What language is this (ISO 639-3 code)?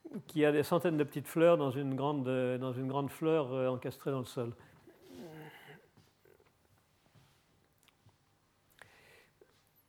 fra